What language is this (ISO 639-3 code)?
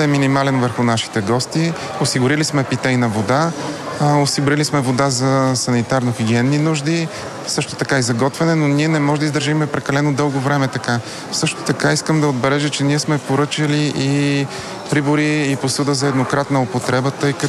bul